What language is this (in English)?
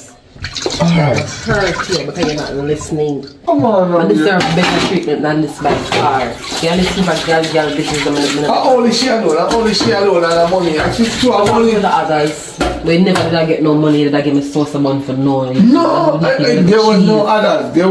Jamaican Creole English